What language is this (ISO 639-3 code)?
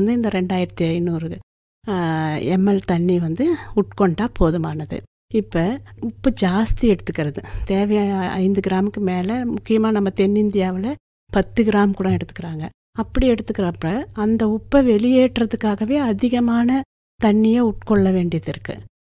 tam